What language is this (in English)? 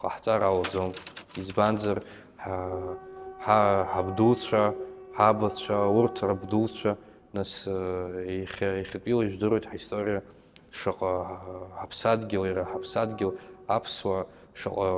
Abkhazian